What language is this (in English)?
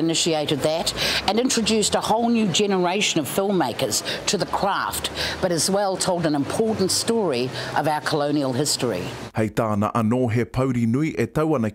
Māori